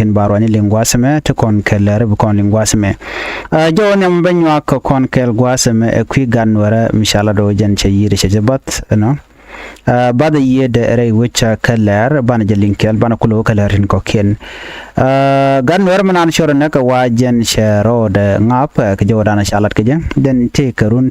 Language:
Nuer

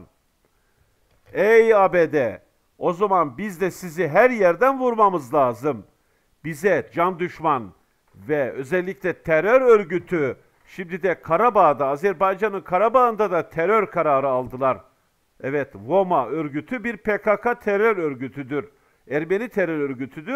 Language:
Turkish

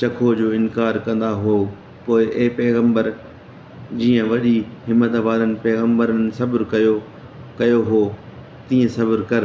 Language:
Sindhi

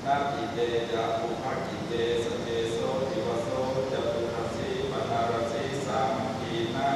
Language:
Pali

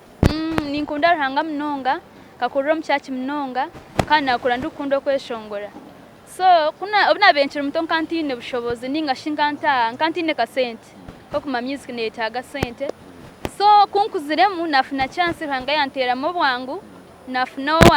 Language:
Nyankole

